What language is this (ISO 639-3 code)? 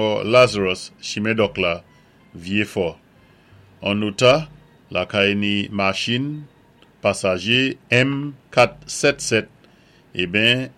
acf